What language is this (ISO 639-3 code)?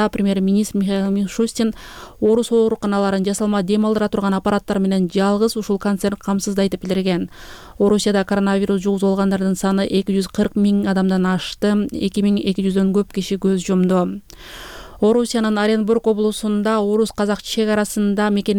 kir